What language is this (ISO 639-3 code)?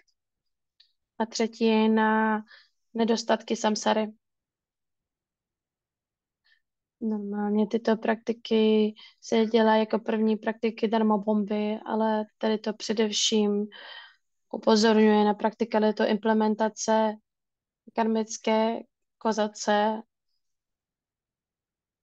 ces